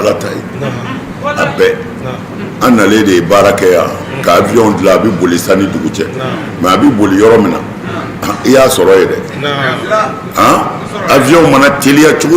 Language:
Bambara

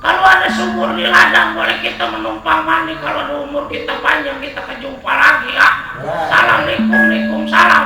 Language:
Betawi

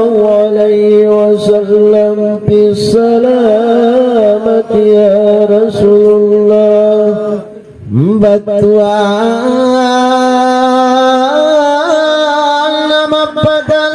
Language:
Makasar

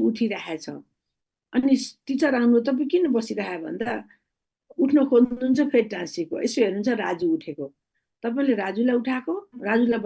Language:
Nepali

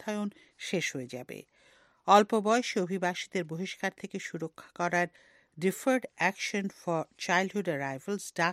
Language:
Bangla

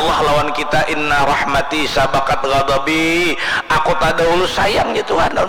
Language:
Banjar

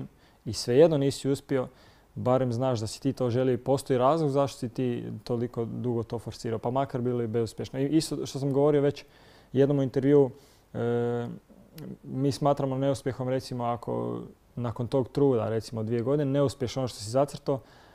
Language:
Croatian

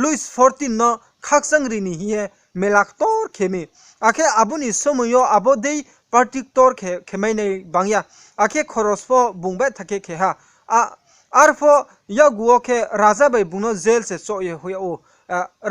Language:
Riang (India)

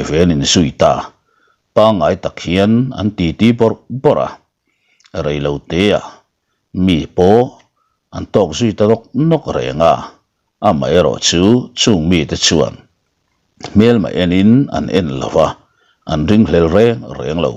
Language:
Mizo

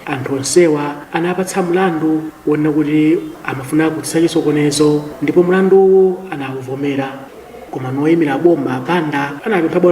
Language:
Nyanja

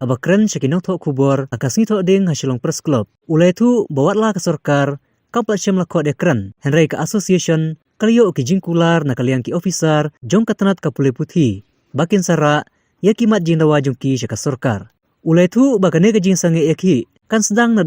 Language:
Khasi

